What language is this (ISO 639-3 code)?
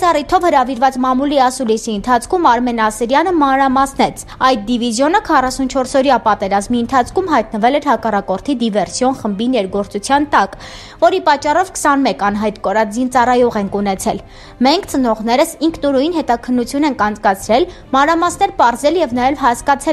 hye